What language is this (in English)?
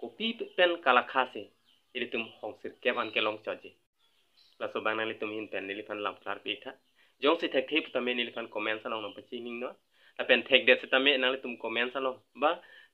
Karbi